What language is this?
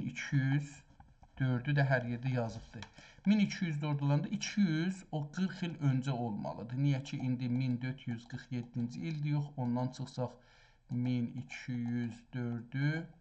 South Azerbaijani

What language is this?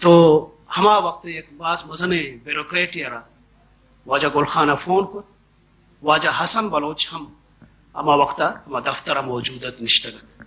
Baluchi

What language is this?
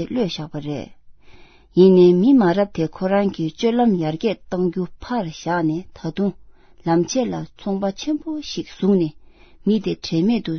Tibetan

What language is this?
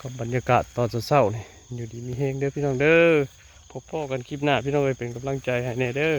Lao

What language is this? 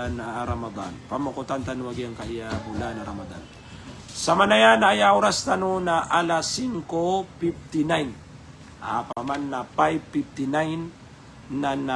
Maranao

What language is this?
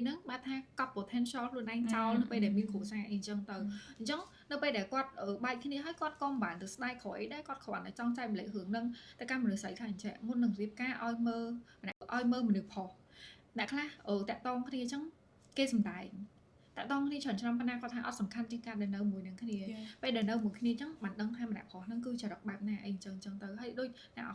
Khmer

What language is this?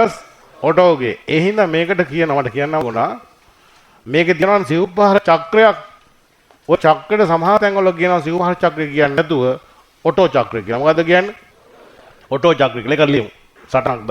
Sinhala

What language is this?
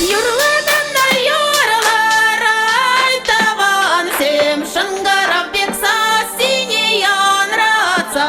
Chuvash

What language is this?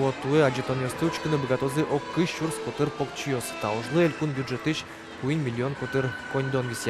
Udmurt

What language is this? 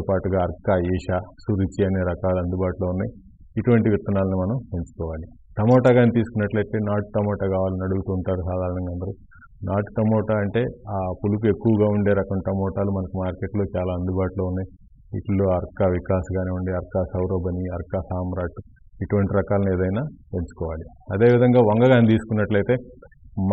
Telugu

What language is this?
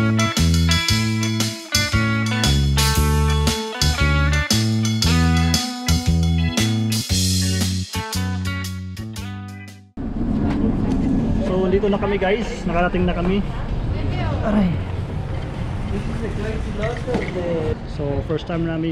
Filipino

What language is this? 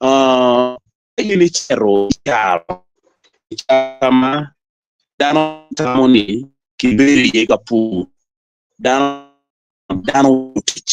Acoli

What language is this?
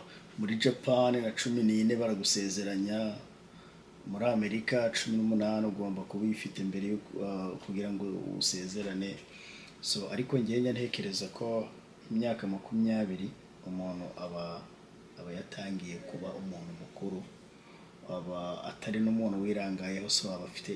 Kinyarwanda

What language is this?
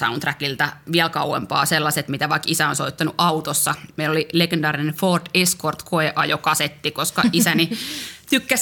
Finnish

